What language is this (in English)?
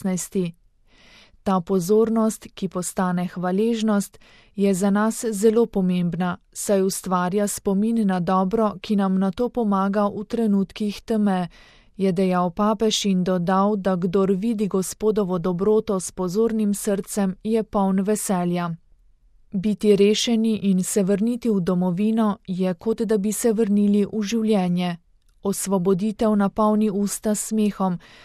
Slovenian